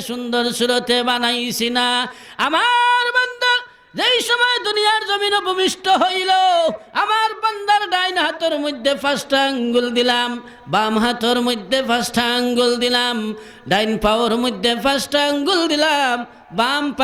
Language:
Sylheti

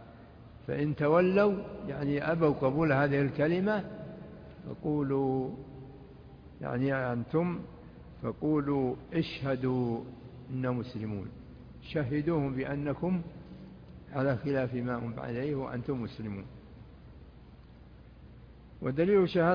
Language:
Arabic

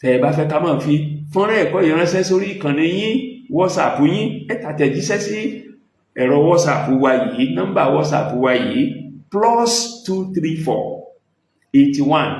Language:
Yoruba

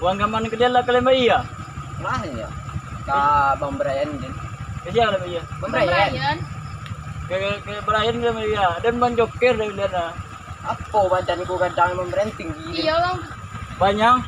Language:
Minangkabau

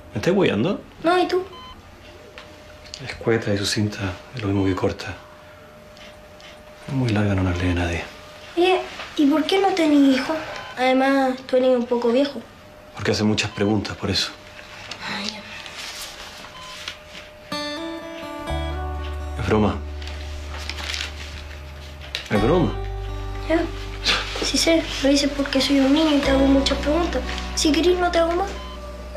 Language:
Spanish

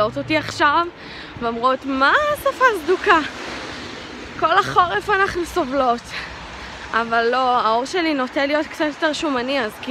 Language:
Hebrew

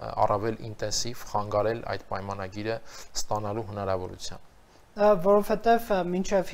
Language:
Armenian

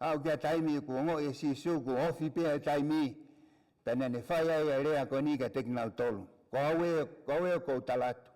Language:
Tongan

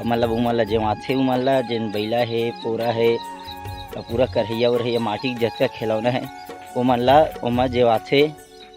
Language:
Chhattisgarhi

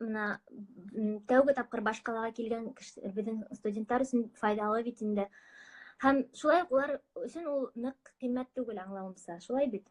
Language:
Bashkir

